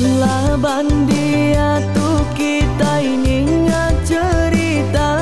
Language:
Iban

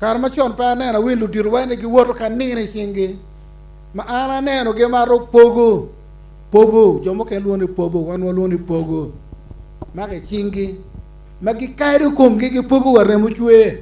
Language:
Acoli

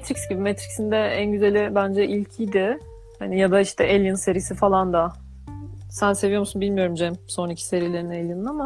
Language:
Turkish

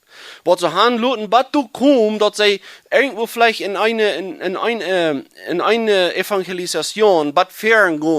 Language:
Plautdietsch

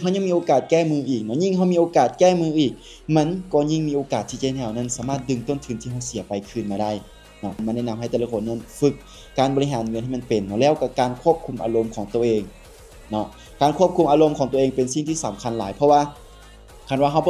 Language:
Lao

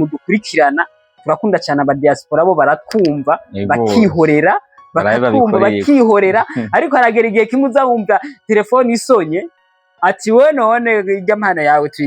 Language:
Rundi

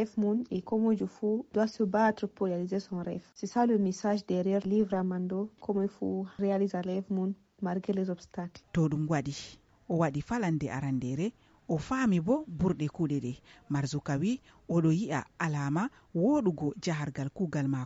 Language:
Nigerian Fulfulde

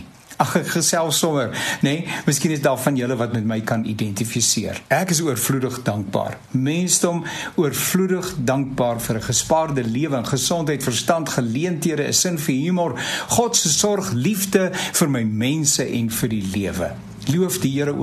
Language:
Afrikaans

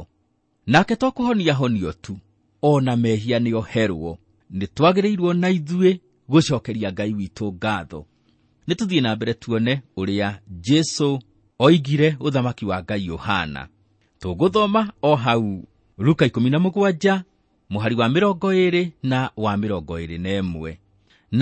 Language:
Kikuyu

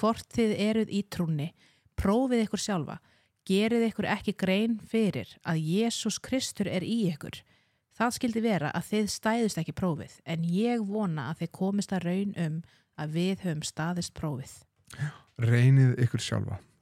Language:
Icelandic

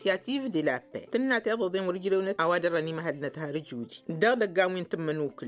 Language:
Tamasheq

